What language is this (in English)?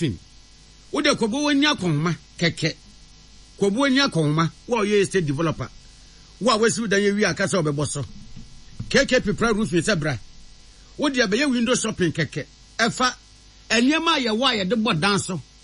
Akan